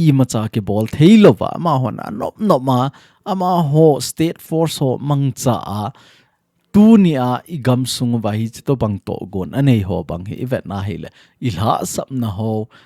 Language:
Thado Chin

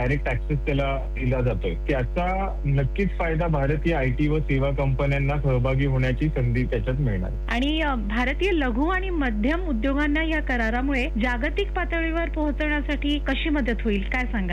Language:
Marathi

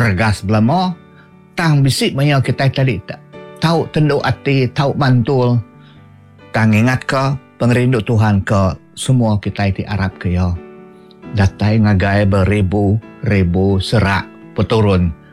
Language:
Iban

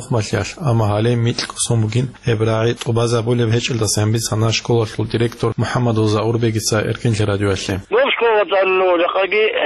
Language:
Avaric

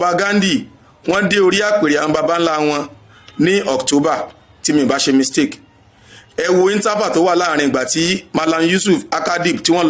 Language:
Yoruba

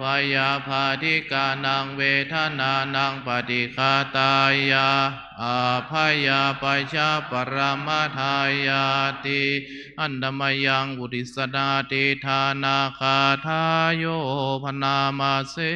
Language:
Pali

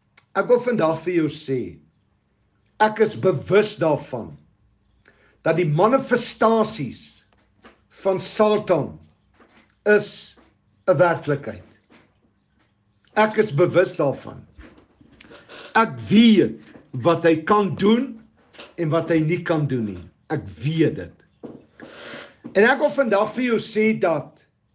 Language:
Afrikaans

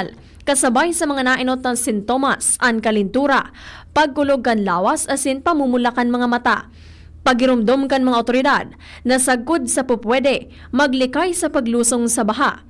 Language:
Bikol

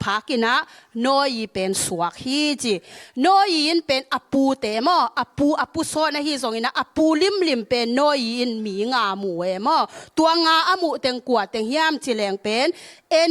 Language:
Tedim Chin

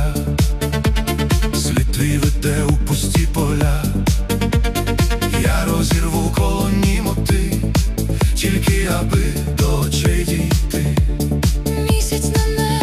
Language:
Ukrainian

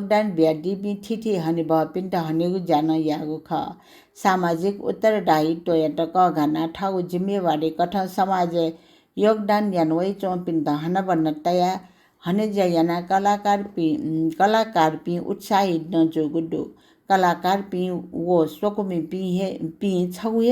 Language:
Newari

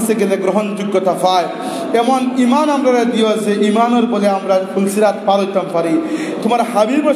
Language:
Sylheti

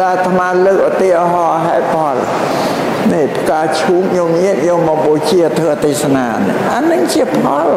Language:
Khmer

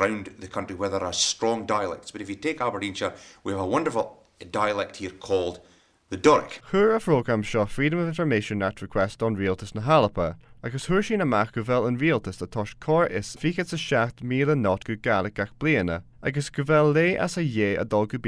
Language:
Scottish Gaelic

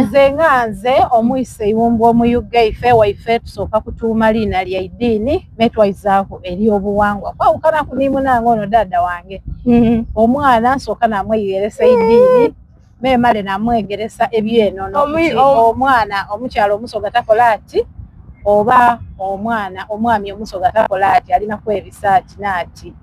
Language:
Soga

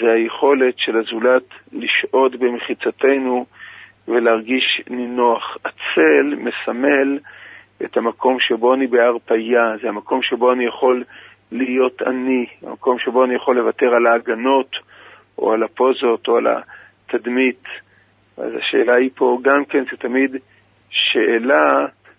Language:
Hebrew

